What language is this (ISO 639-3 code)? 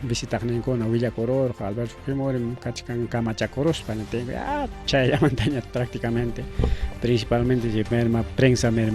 quy